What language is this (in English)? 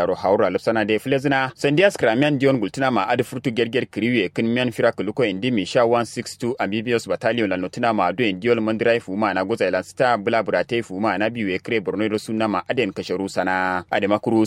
Kanuri